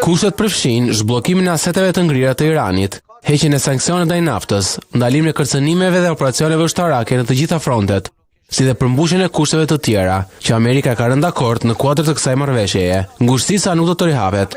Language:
Albanian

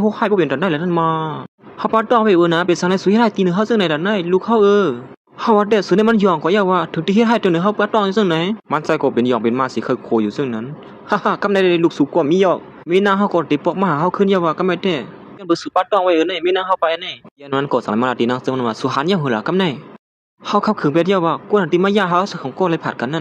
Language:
Shan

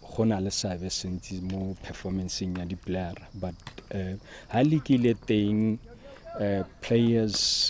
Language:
Tswana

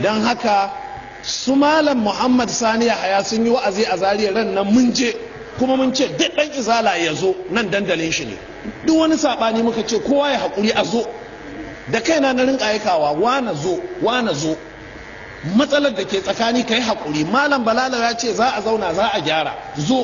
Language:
Hausa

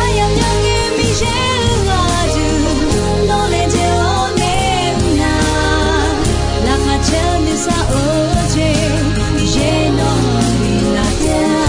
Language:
Akha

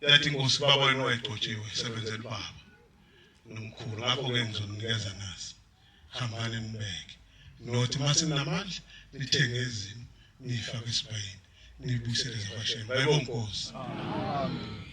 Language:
Zulu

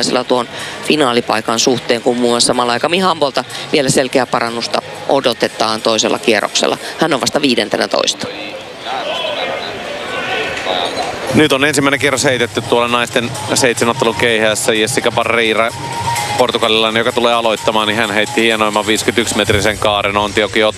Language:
Finnish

